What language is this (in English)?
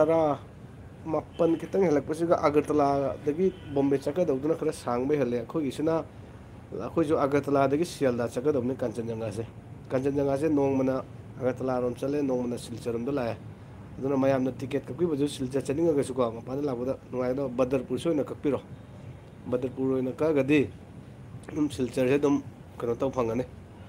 Manipuri